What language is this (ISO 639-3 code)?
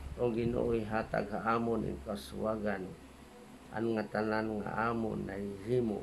war